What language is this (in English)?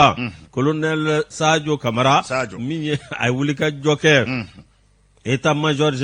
Bambara